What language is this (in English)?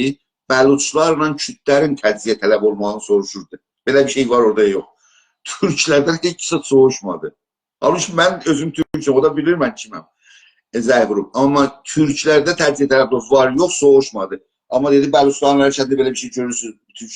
South Azerbaijani